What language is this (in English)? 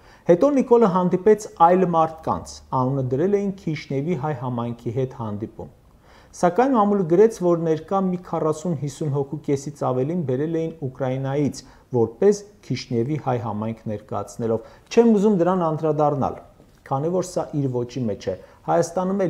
Armenian